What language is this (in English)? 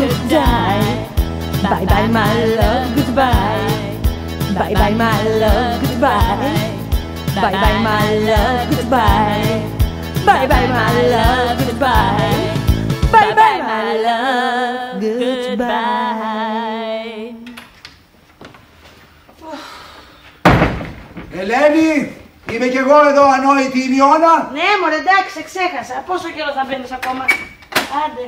Greek